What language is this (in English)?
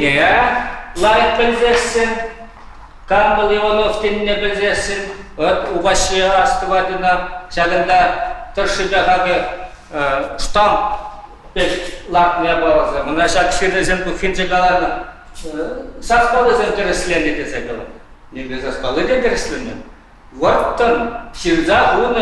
Chuvash